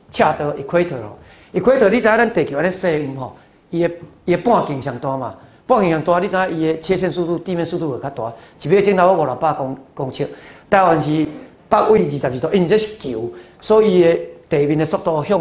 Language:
Min Nan Chinese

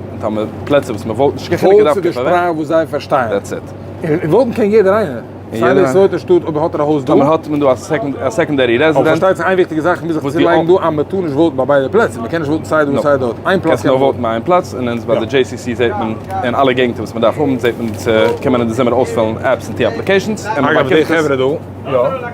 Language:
Yiddish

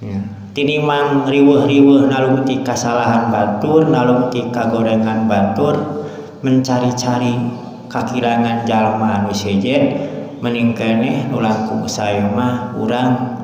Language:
Sundanese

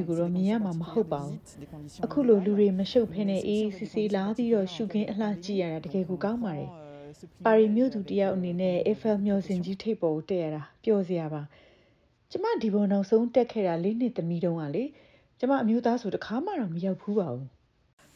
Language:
Burmese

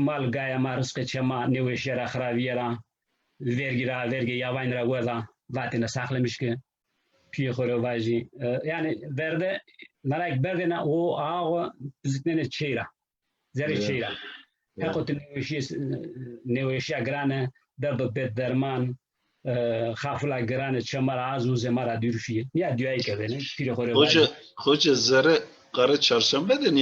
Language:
Zaza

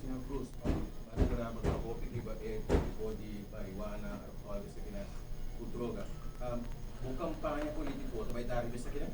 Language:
Papiamento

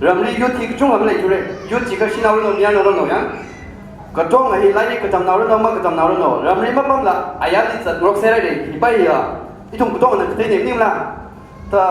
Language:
Tangkhul Naga (India)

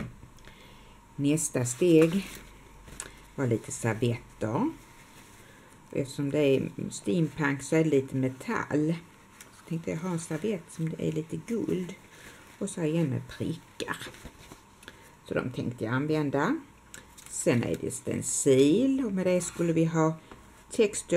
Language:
Swedish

